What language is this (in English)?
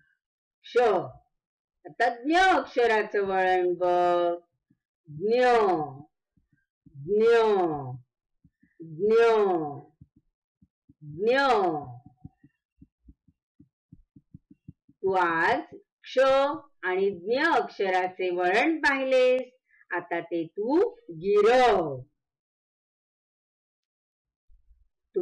Marathi